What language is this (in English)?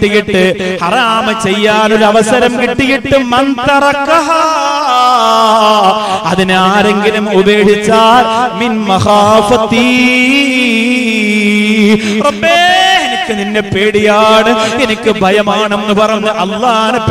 Malayalam